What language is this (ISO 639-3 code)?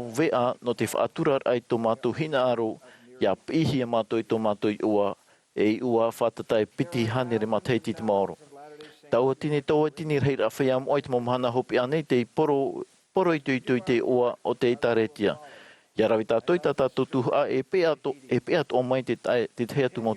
tah